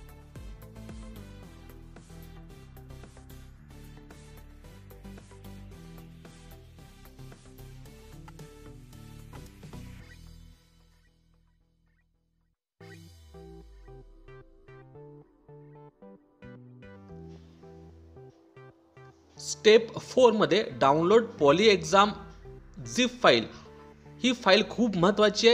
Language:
Marathi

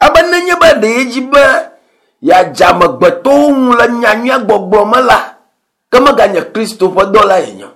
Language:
Ewe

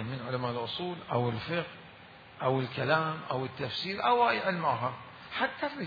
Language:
Mesopotamian Arabic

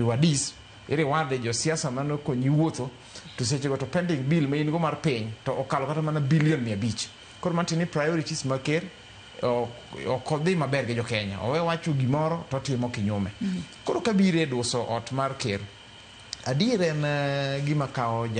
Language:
Luo (Kenya and Tanzania)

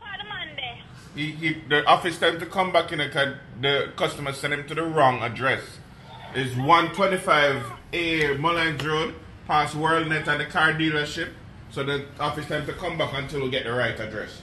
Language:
Jamaican Creole English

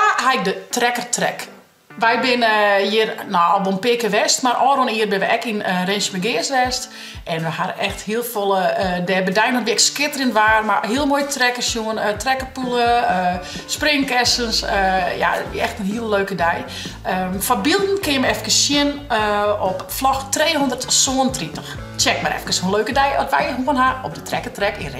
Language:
Western Frisian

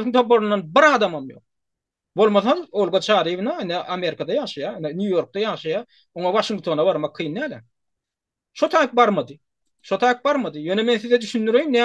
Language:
Turkmen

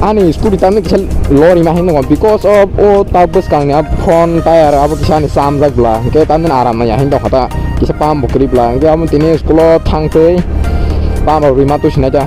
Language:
Kok Borok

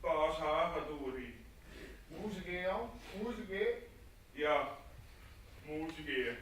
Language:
Western Frisian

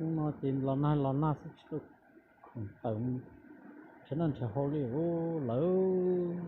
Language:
Hmong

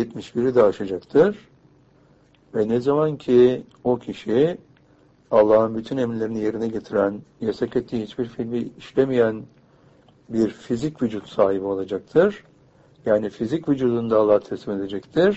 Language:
Turkish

